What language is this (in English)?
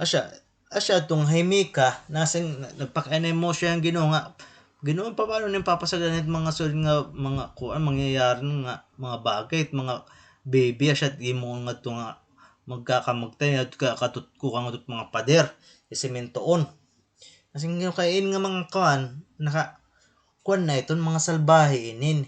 Waray